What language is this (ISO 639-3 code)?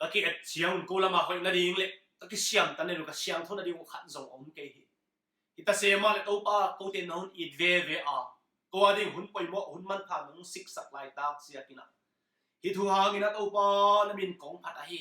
ctd